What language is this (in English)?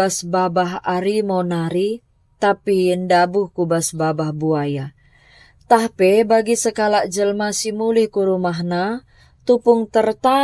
Batak Karo